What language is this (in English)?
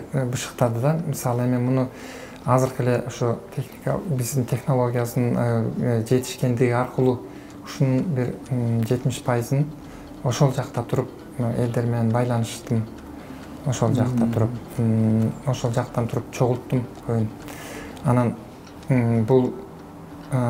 Kyrgyz